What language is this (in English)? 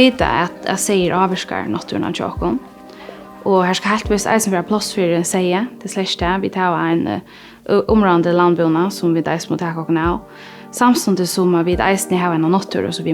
Faroese